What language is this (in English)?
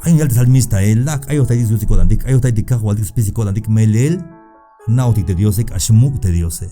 Tzeltal